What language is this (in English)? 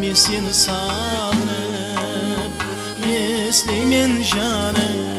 Kara-Kalpak